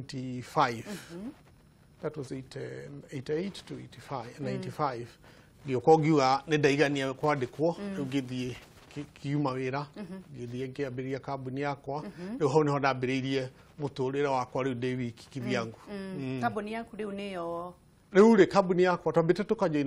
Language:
Kikuyu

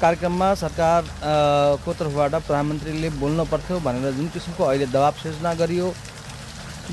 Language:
Nepali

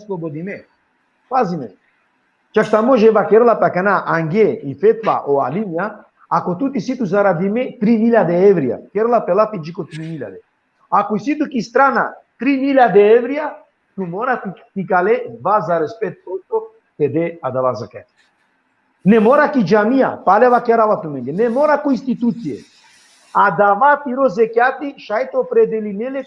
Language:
Balkan Romani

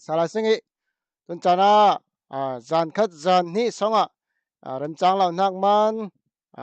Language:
Falam Chin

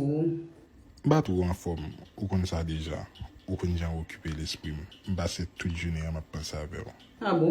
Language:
Haitian Creole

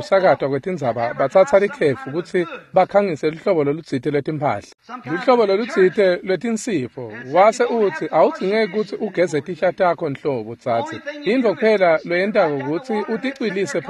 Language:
Swati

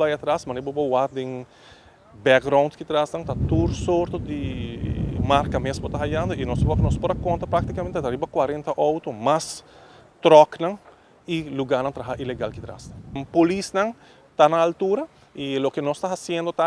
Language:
Papiamento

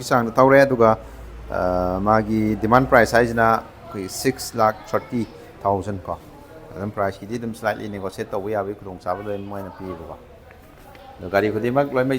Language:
Manipuri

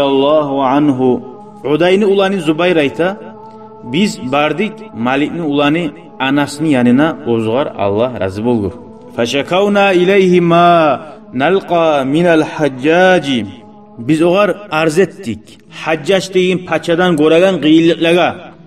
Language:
Kumyk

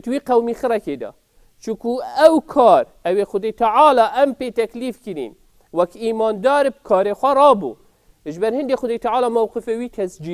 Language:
Kurdish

